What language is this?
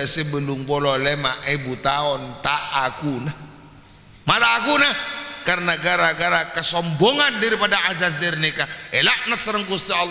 Madurese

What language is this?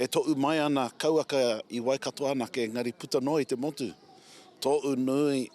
Māori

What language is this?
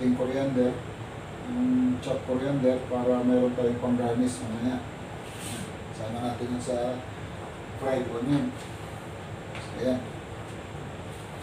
Filipino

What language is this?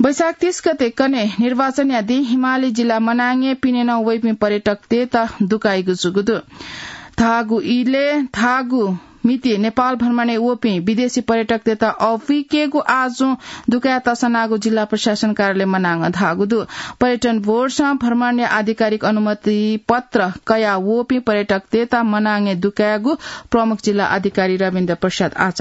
Newari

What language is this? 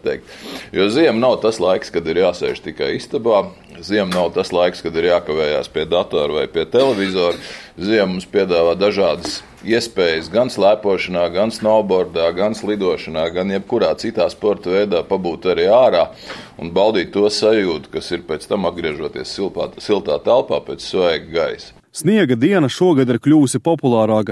Latvian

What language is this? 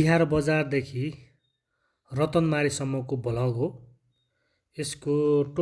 Nepali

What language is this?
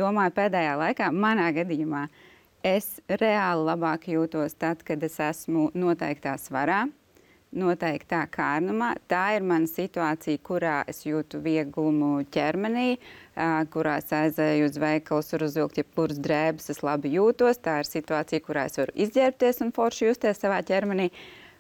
Latvian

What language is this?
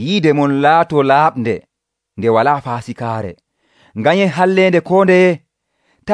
Nigerian Fulfulde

